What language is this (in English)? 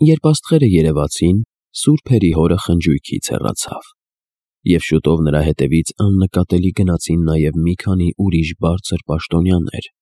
Armenian